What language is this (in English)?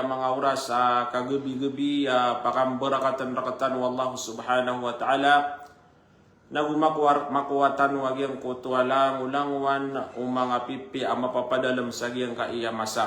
Maranao